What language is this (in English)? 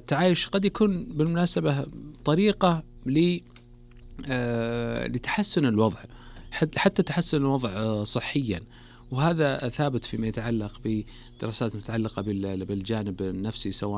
Najdi Arabic